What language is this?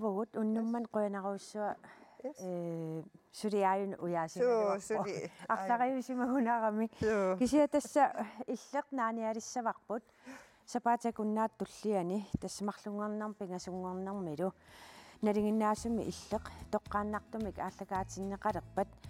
Kalaallisut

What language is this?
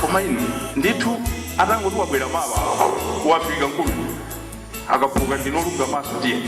Nyanja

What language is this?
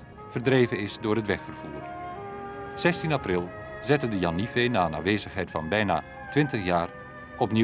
Western Frisian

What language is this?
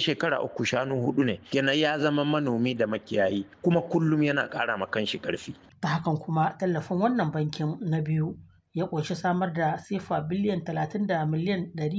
Hausa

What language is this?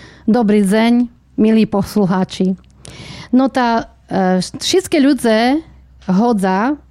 Slovak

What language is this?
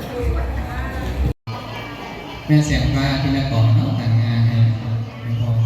Lao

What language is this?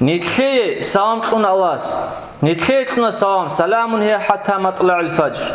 Avaric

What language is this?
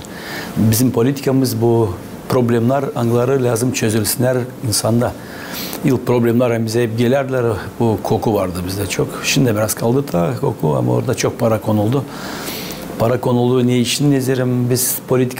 Gagauz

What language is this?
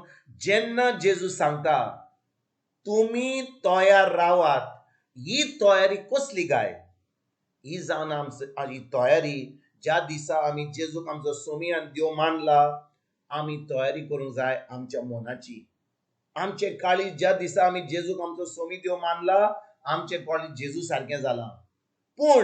Konkani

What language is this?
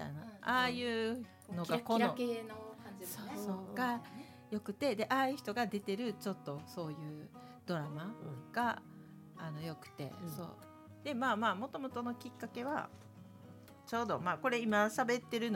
Japanese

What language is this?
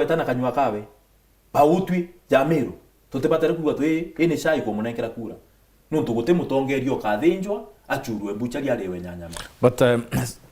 Meru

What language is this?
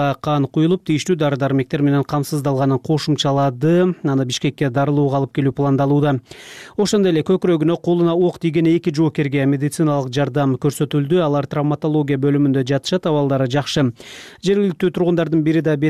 Kyrgyz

